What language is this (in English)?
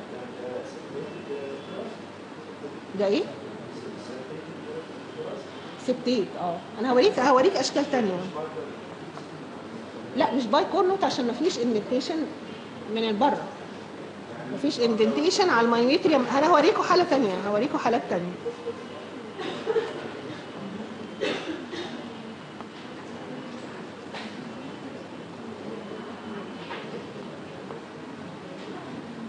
Egyptian Arabic